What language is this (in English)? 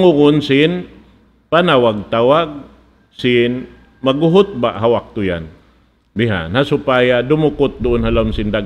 Tausug